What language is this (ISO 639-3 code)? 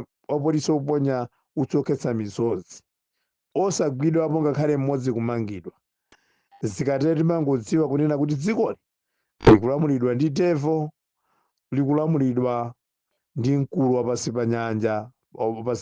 nya